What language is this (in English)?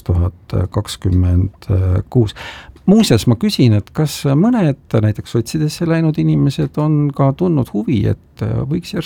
Estonian